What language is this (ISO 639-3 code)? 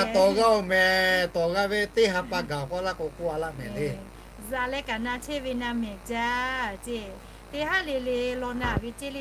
lhu